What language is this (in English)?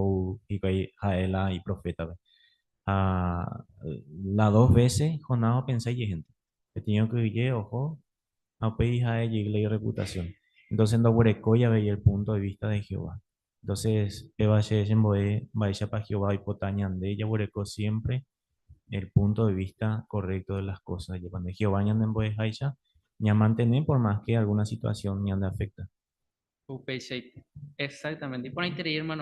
Guarani